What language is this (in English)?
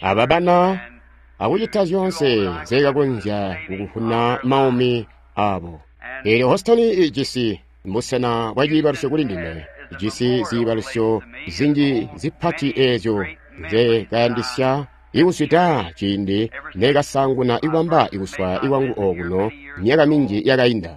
Tonga (Zambia)